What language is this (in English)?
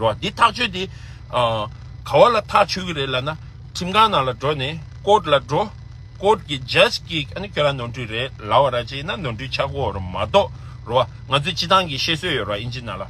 Tibetan